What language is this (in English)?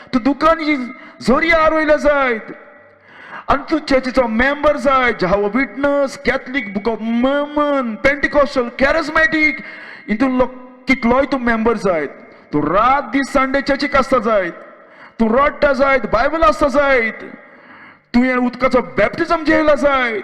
Konkani